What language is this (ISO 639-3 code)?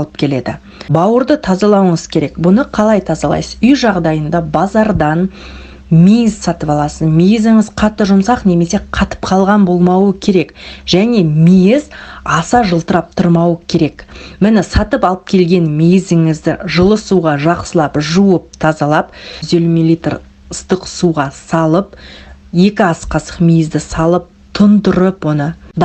kaz